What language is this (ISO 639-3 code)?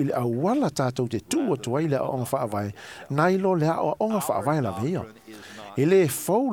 smo